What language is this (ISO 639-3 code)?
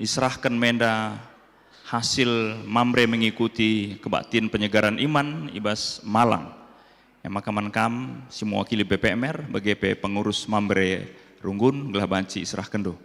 btx